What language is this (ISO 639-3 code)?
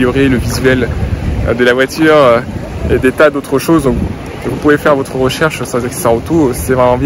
fra